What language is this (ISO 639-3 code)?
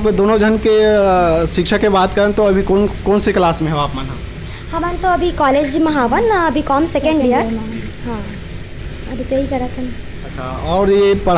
hne